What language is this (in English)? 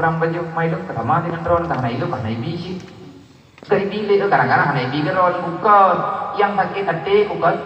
Achinese